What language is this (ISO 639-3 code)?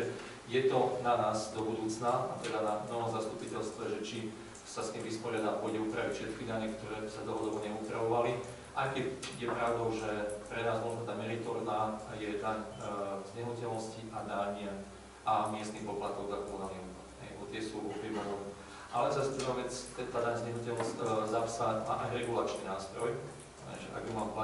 slk